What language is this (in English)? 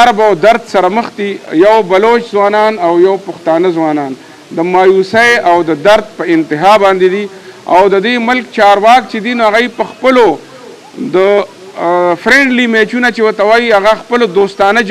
Pashto